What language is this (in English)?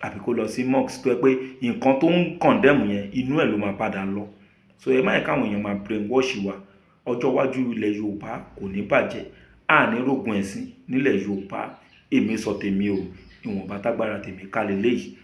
Yoruba